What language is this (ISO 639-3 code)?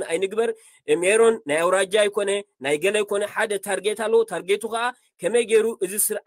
tir